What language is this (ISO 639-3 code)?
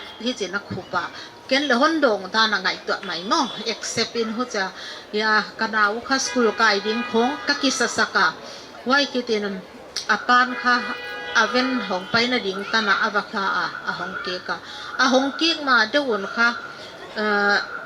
pck